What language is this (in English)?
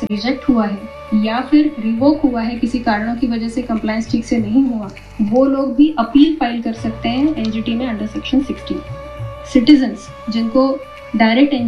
Hindi